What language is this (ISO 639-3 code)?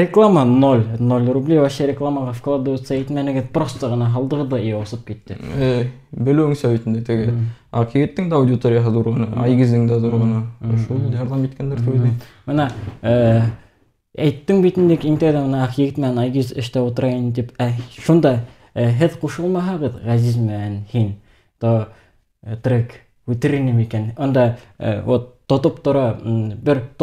bak